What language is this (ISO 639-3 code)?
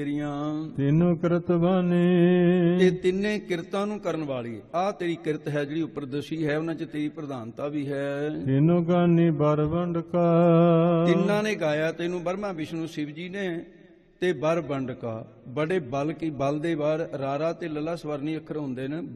pan